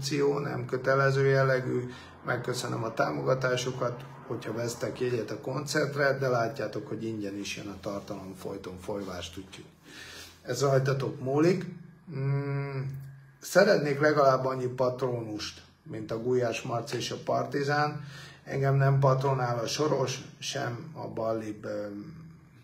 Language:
Hungarian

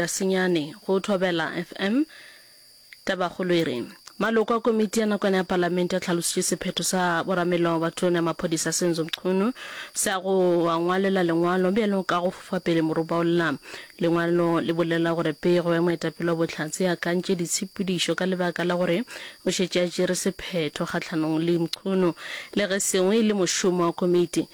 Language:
Northern Sotho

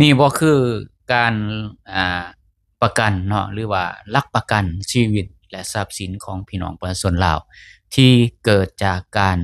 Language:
Lao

